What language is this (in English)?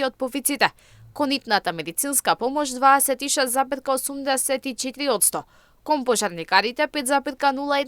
Macedonian